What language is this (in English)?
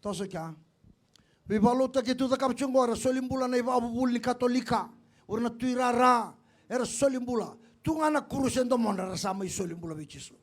Fijian